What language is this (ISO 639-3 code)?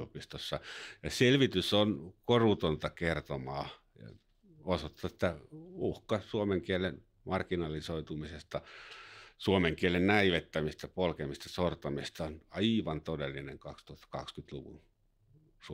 fin